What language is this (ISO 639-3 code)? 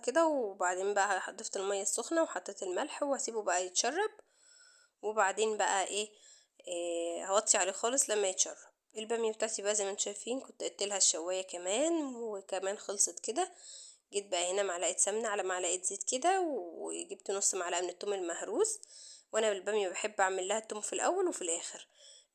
arz